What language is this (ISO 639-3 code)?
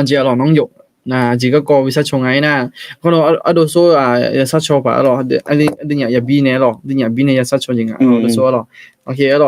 ahk